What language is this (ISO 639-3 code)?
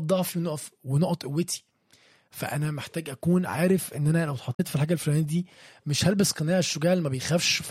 arz